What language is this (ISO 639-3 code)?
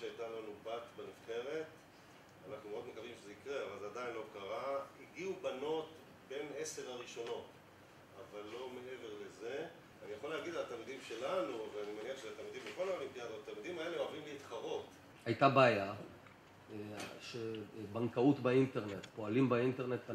heb